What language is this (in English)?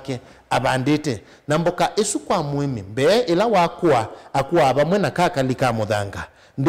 Kamba